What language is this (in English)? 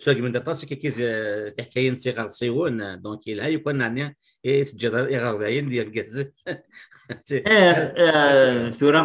Kabyle